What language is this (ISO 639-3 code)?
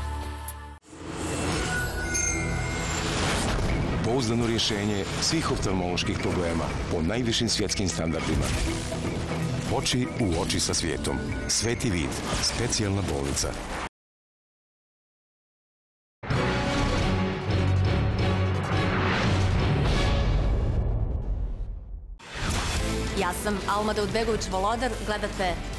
bos